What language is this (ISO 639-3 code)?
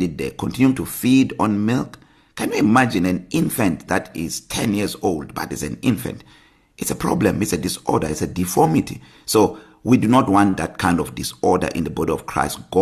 eng